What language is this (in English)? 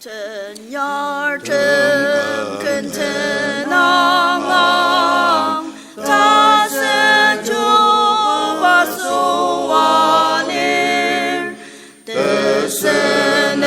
Ao Naga